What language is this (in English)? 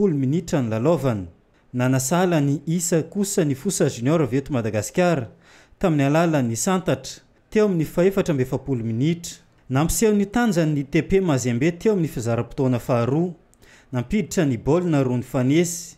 Malagasy